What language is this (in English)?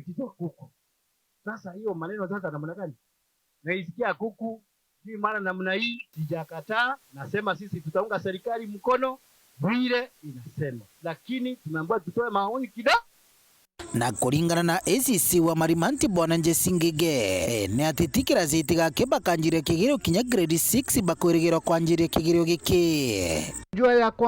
Meru